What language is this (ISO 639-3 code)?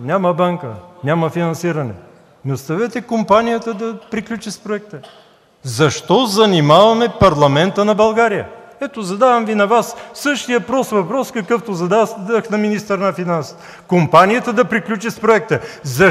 bul